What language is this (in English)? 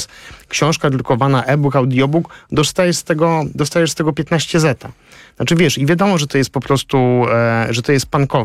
Polish